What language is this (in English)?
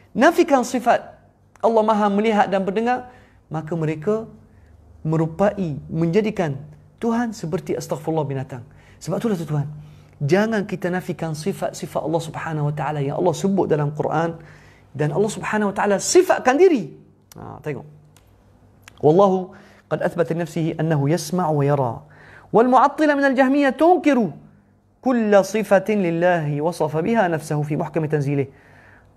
Malay